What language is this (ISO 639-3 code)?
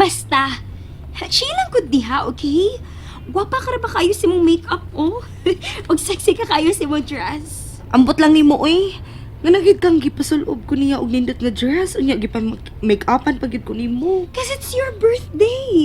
ceb